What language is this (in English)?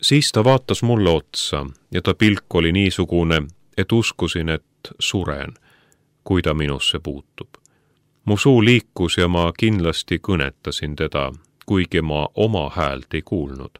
Estonian